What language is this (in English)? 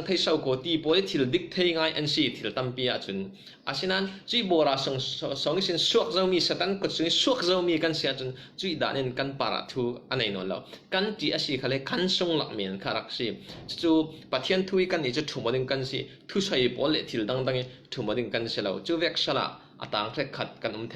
Falam Chin